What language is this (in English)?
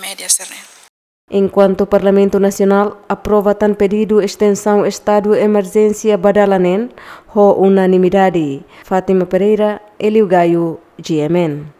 Tetum